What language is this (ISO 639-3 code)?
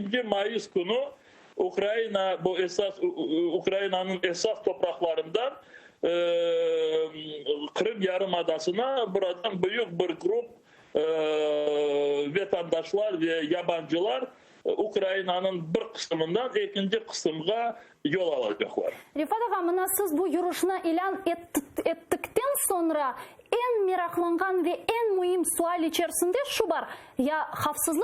crh